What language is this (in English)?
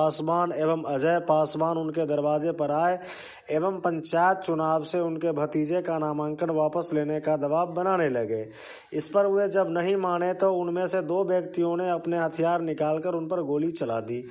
Hindi